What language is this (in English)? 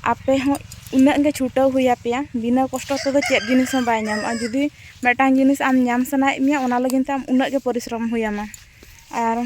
Santali